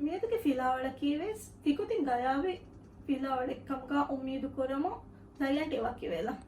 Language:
Divehi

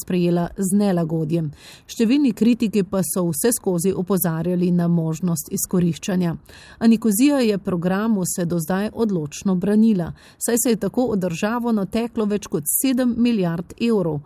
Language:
Slovenian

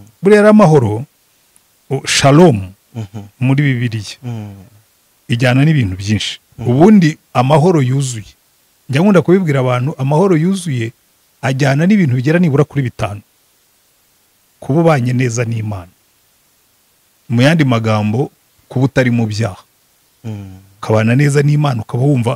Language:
Kinyarwanda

